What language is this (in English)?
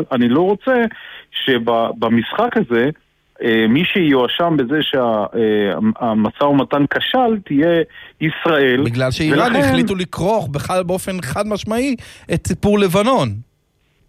Hebrew